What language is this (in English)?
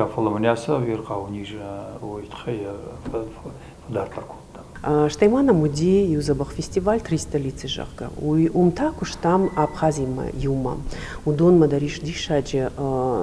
Ossetic